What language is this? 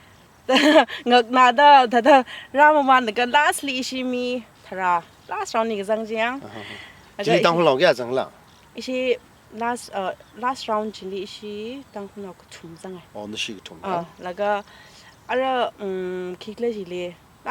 Tangkhul Naga (India)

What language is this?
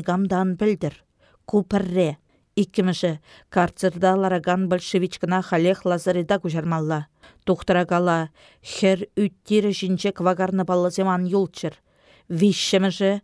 Chuvash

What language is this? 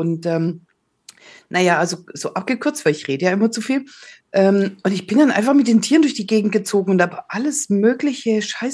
German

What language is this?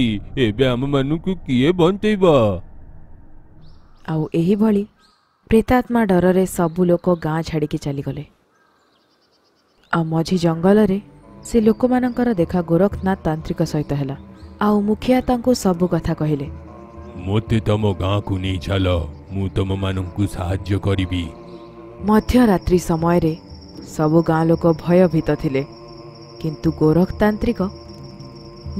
Odia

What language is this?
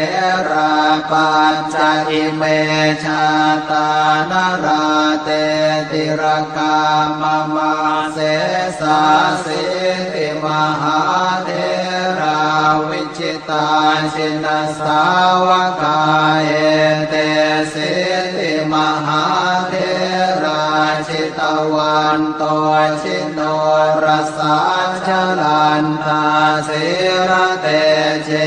Pali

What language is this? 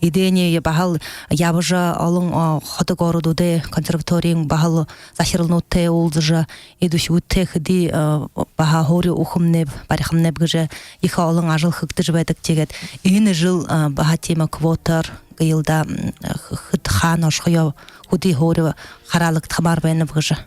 Buriat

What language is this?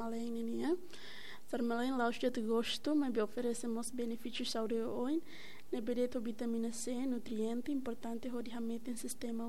Tetum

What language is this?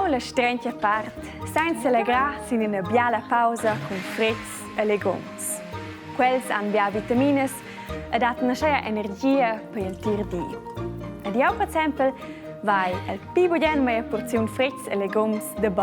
Romansh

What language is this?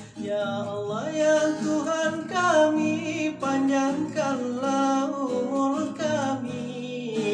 Minangkabau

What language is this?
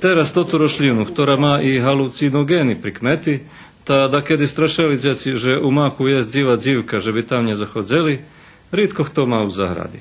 Rusyn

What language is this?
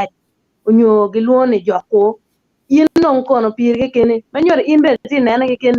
Acoli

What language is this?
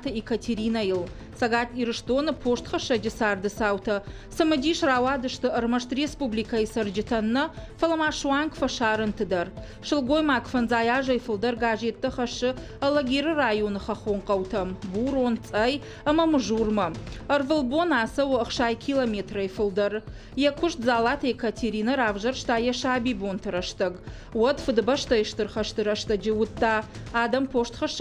Ossetic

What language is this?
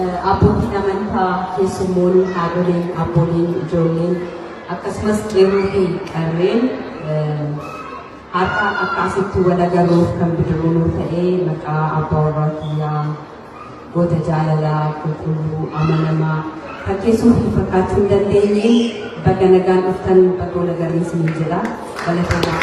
Oromo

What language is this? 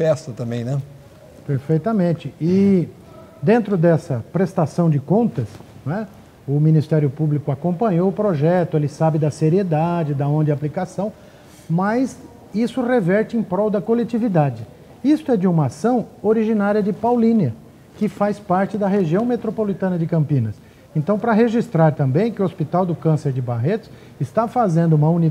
Portuguese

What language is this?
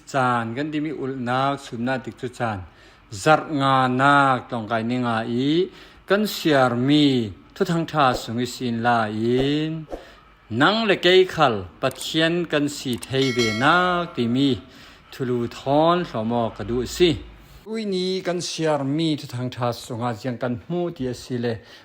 Falam Chin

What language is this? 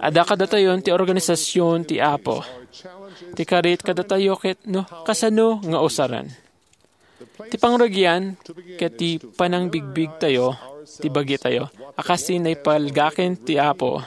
Iloko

